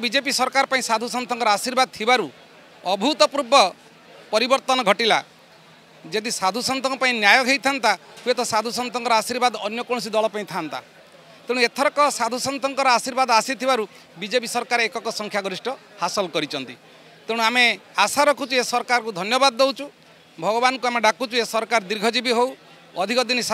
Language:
Odia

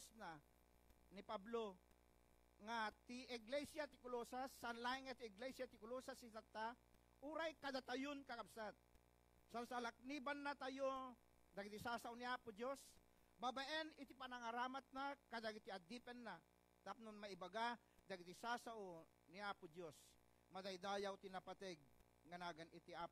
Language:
Iloko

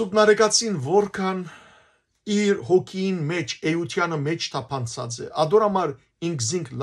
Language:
Western Armenian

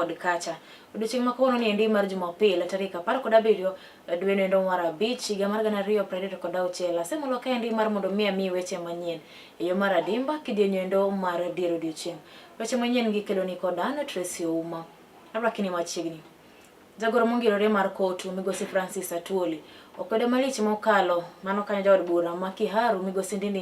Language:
Luo (Kenya and Tanzania)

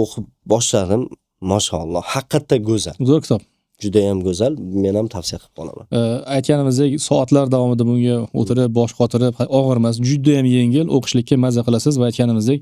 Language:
Uzbek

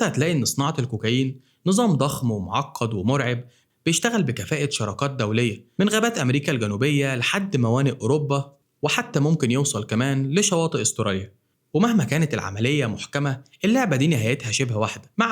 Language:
Egyptian Arabic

